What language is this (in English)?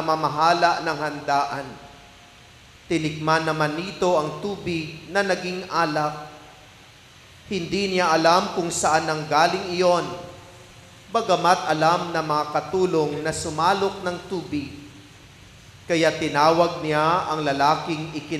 Filipino